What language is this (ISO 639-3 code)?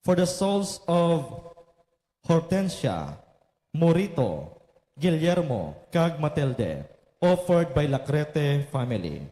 hil